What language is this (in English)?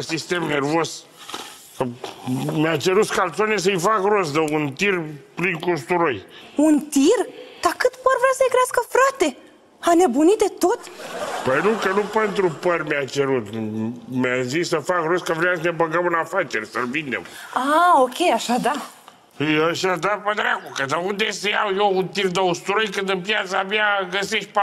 Romanian